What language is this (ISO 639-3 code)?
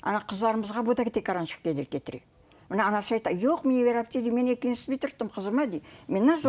crh